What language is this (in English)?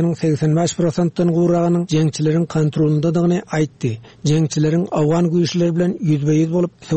Turkmen